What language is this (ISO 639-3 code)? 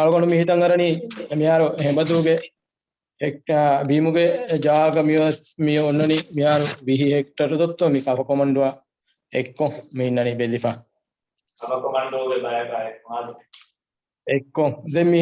div